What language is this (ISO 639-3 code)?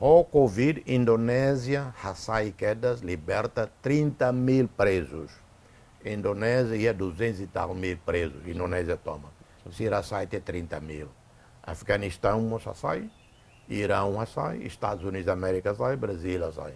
tet